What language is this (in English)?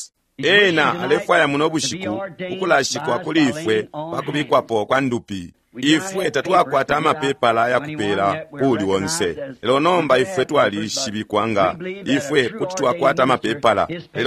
Bemba